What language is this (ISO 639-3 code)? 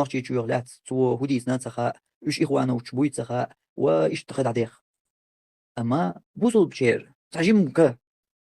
che